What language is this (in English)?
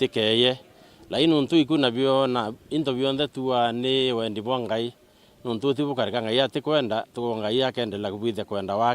Meru